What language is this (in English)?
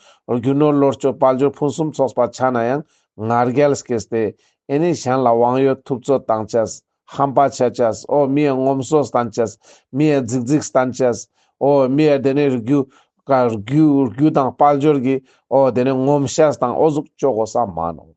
Ladakhi